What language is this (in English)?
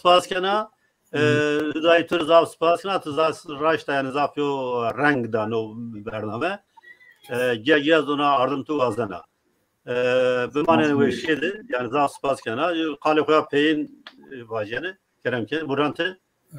Zaza